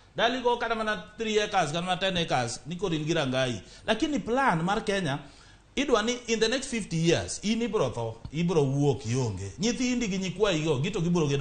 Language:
Luo (Kenya and Tanzania)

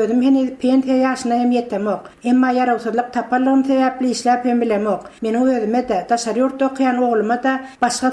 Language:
Turkmen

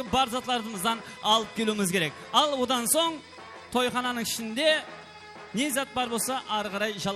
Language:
Kara-Kalpak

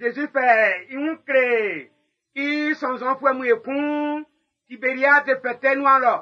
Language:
Baoulé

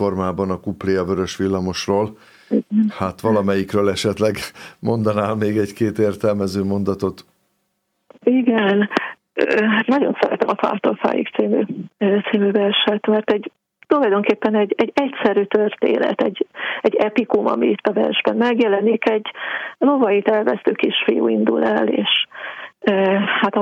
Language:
Hungarian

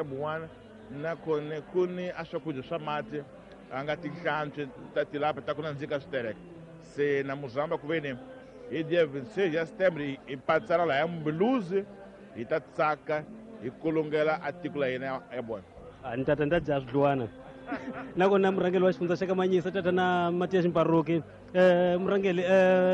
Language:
Tsonga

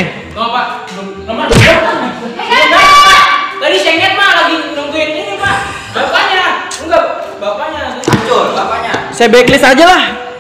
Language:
Betawi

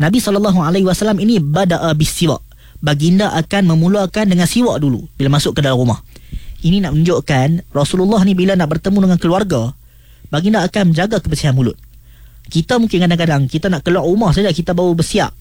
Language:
Malay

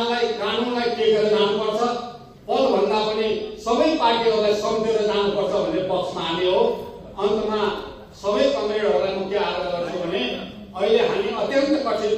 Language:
Nepali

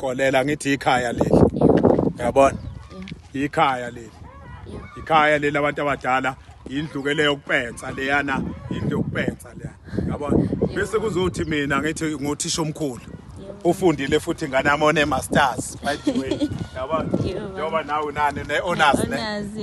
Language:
Zulu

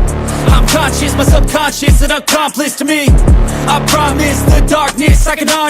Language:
Kara-Kalpak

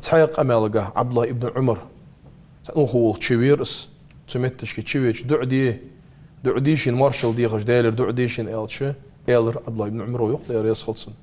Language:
Ingush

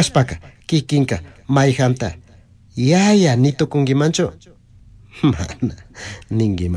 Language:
Chimborazo Highland Quichua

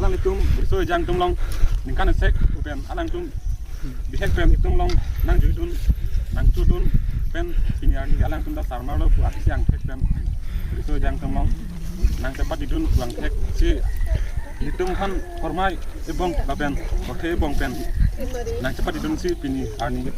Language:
Karbi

